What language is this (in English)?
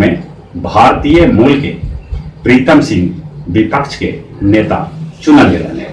Magahi